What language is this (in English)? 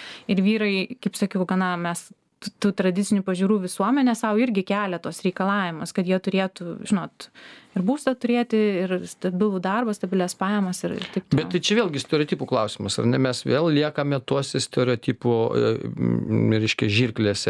Lithuanian